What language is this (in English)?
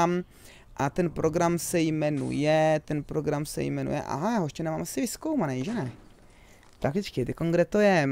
Czech